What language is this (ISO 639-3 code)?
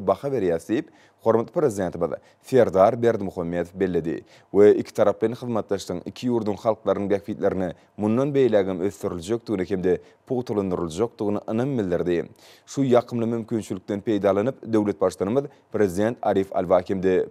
tuk